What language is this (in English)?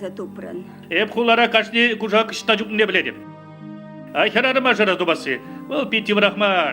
Chuvash